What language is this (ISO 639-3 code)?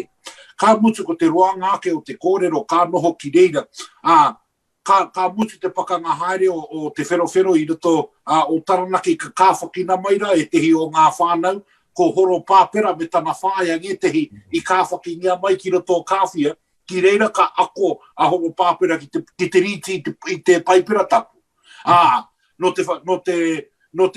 mri